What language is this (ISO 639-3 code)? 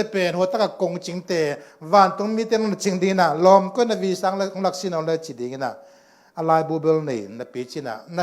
ctd